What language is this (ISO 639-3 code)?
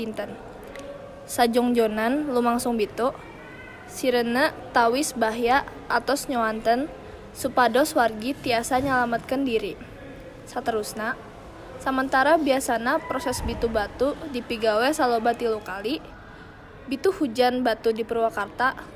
sun